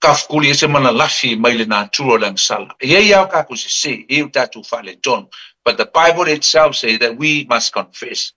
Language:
Samoan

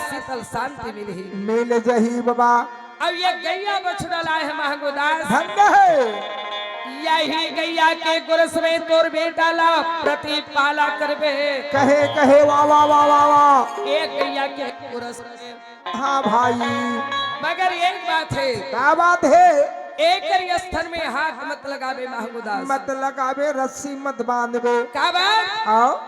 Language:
Chhattisgarhi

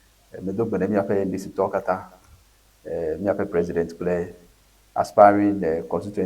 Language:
Ewe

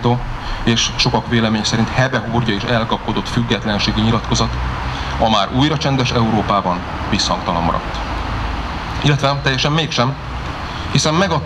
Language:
Hungarian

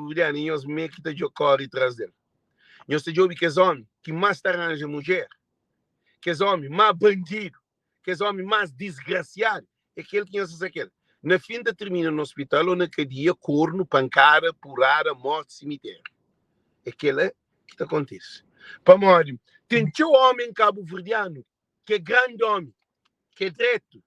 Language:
Kabuverdianu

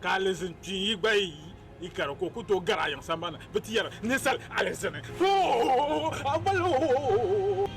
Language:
Dagbani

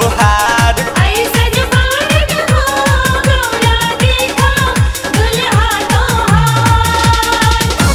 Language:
Bhojpuri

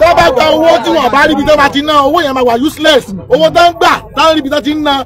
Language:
Yoruba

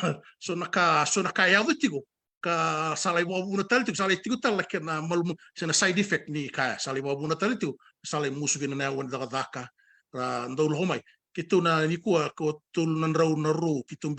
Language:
Fijian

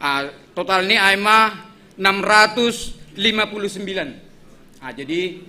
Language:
Batak Simalungun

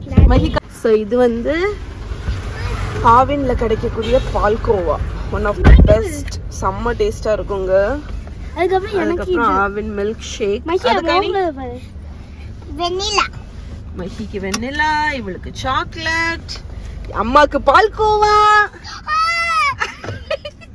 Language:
Tamil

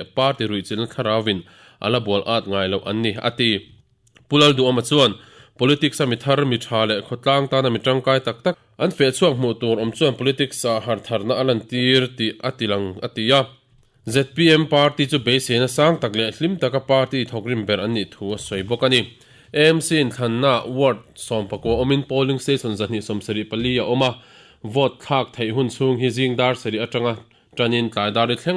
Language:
Mizo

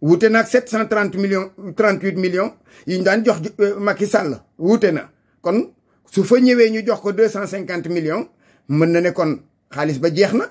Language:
Wolof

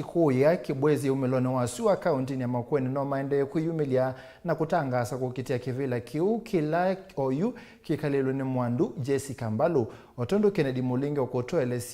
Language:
Kamba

